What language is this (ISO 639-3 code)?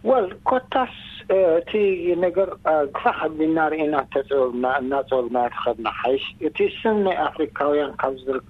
tir